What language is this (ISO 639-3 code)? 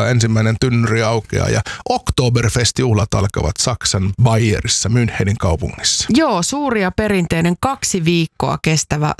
fin